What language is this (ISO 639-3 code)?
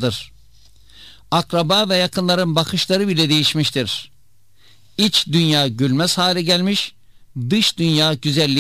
tur